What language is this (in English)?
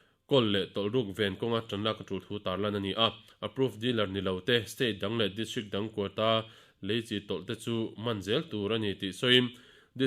Mizo